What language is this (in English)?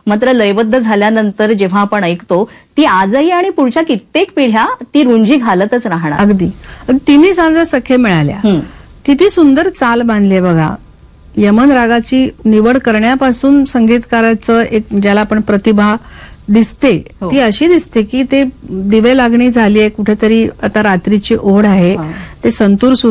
Marathi